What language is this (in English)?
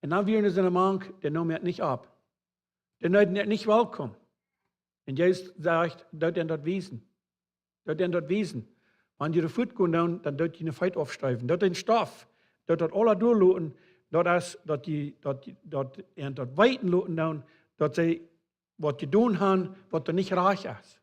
Plautdietsch